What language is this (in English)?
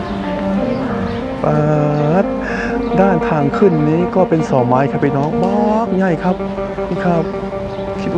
Thai